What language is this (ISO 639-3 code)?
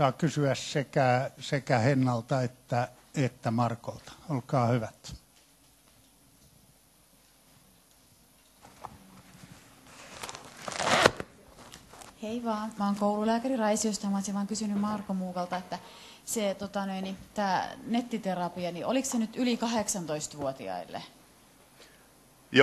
fin